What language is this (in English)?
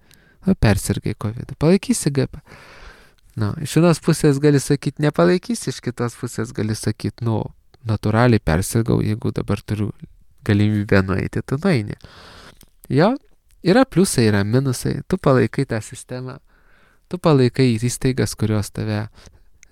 Lithuanian